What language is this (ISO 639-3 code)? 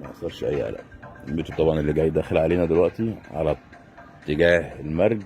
arz